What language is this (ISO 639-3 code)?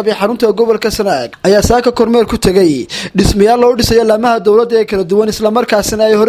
som